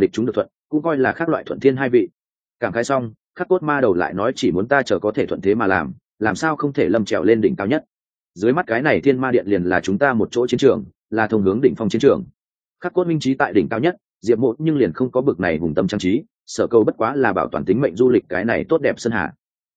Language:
Vietnamese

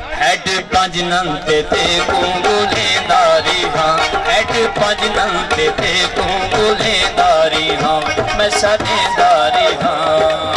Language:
Saraiki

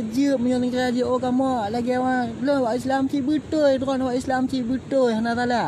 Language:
Achinese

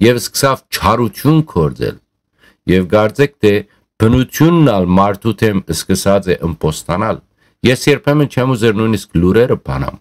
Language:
Western Armenian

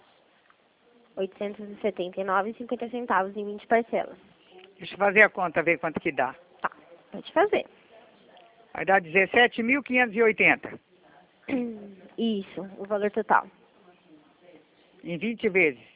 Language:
Portuguese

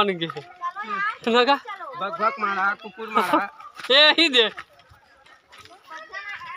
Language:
Chhattisgarhi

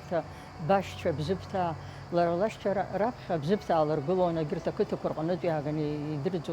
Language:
Abkhazian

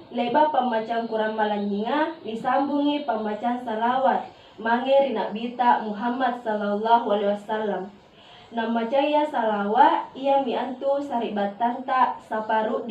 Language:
Makasar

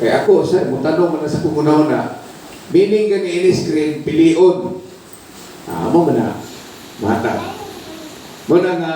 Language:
Cebuano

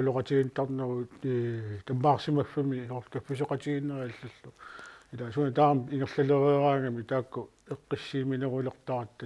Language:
Kalaallisut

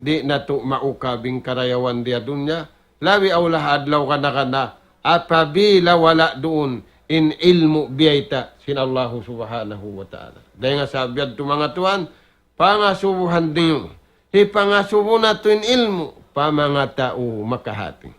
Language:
Tausug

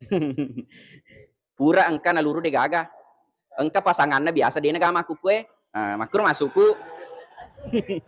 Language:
Buginese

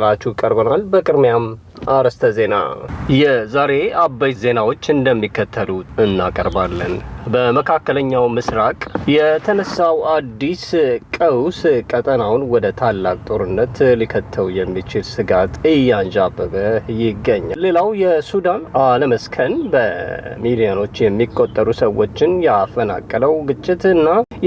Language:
Amharic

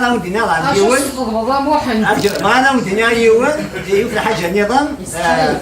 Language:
Kabyle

